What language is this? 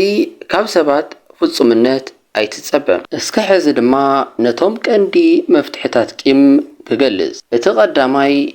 Tigrinya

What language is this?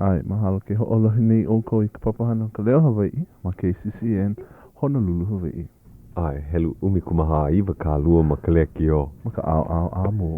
Hawaiian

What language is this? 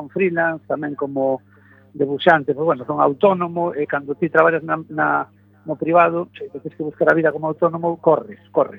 Galician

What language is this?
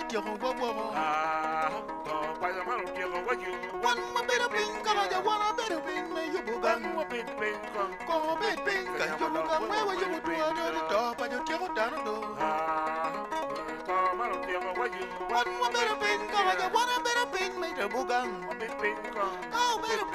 Acoli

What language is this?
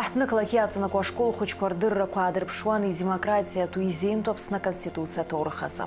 Abkhazian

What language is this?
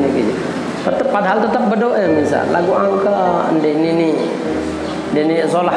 Sasak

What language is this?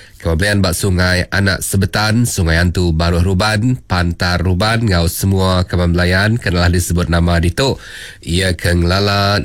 Iban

